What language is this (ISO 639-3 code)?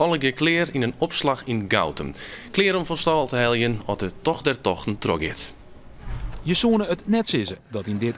fry